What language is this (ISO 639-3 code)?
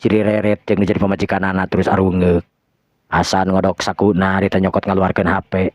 sun